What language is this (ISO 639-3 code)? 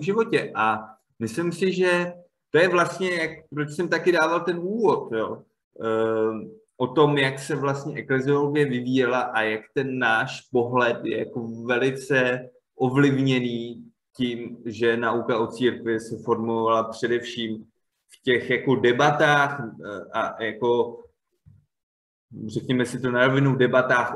ces